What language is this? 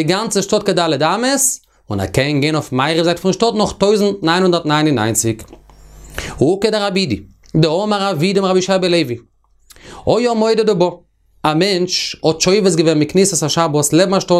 Yiddish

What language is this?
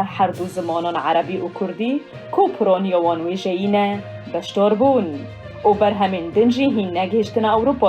Kurdish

